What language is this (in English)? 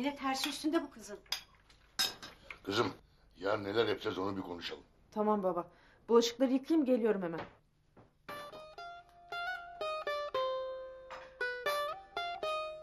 Turkish